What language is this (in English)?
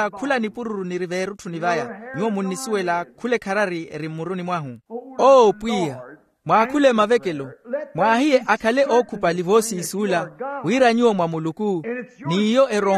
Makhuwa